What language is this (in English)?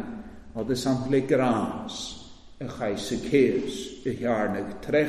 Welsh